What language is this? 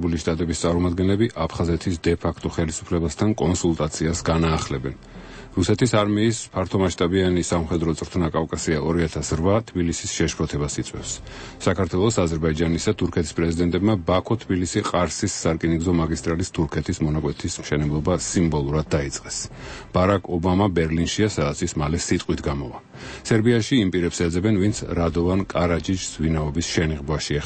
Georgian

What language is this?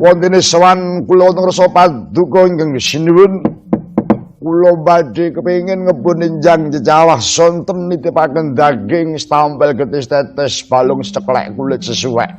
Javanese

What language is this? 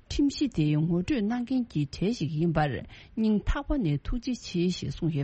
Tibetan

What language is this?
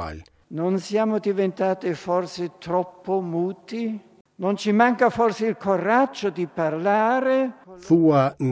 Albanian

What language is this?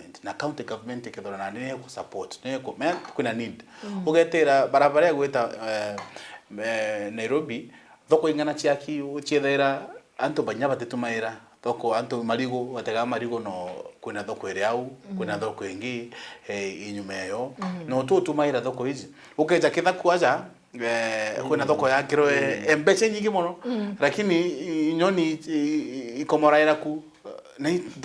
Meru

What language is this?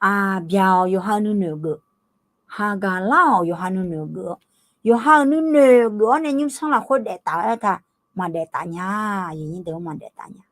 Akha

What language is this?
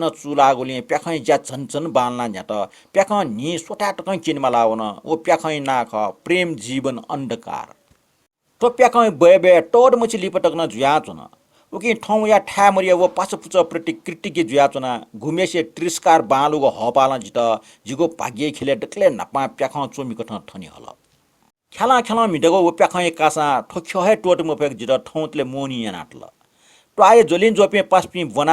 Newari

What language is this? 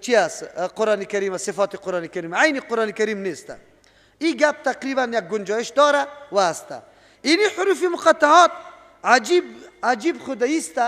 Persian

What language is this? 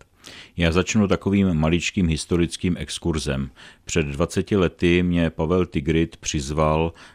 Czech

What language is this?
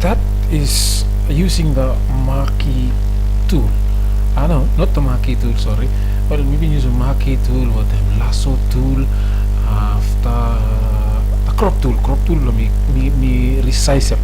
Bislama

